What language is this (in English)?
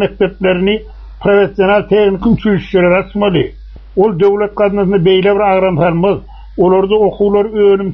Turkmen